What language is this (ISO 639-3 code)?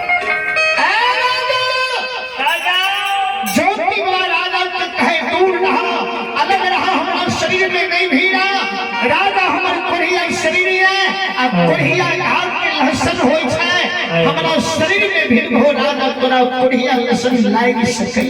mai